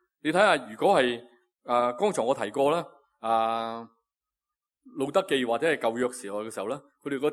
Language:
Cantonese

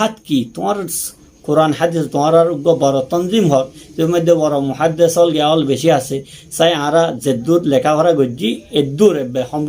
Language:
Rohingya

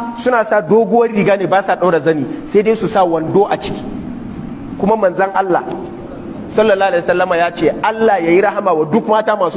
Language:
Hausa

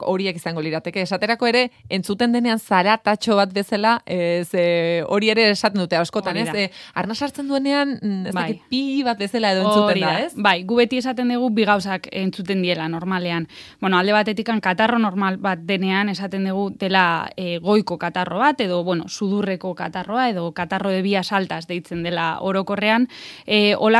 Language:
Basque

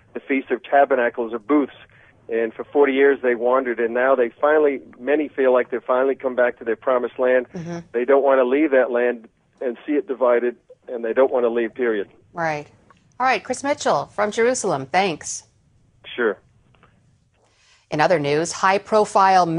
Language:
English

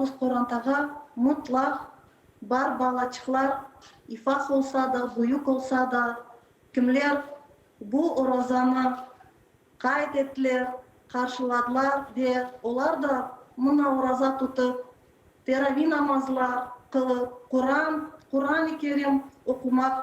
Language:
Crimean Tatar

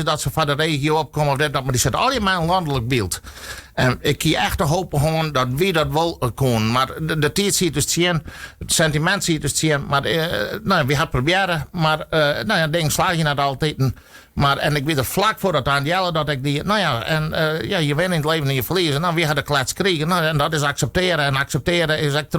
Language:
Western Frisian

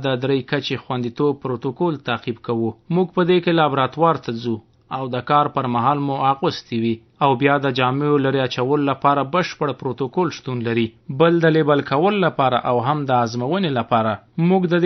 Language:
Pashto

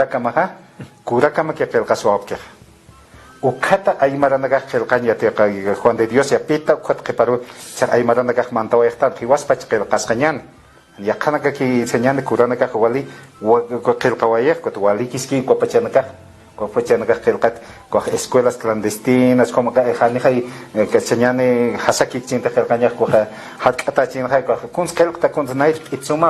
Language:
Aymara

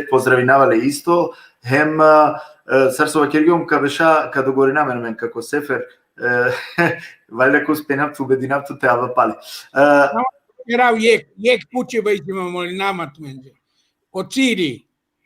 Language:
Balkan Romani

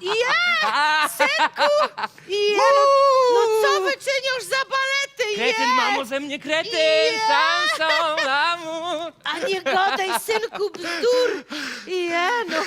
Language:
Silesian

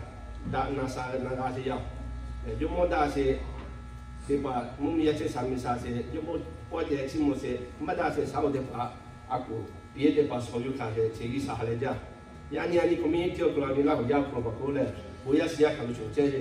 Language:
Lahu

